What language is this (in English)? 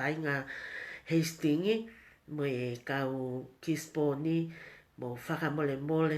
Tongan